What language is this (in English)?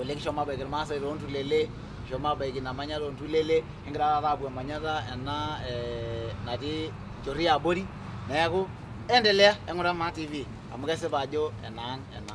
Masai